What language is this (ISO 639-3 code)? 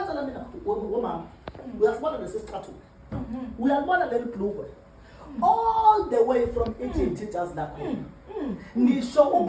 zul